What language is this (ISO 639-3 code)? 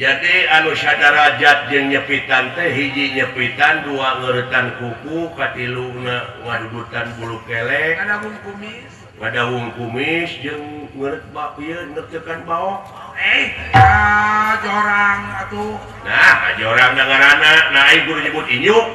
sun